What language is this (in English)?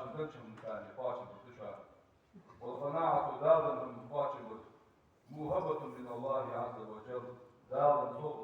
Ingush